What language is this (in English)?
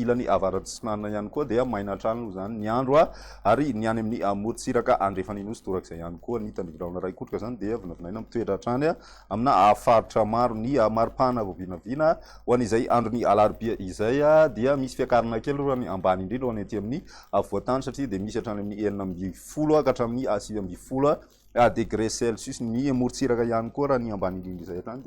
Malagasy